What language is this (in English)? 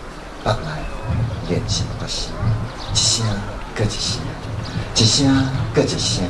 Min Nan Chinese